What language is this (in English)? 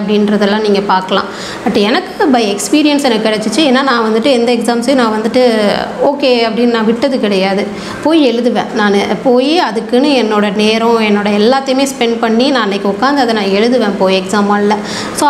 Tamil